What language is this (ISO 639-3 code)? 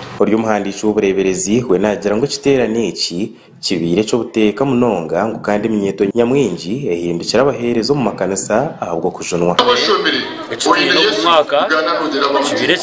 nyn